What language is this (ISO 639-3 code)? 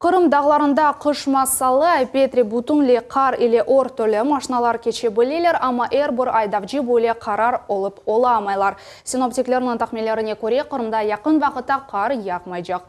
crh